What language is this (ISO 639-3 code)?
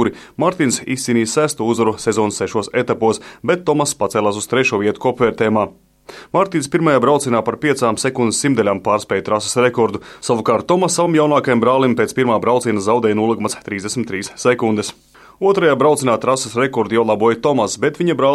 lav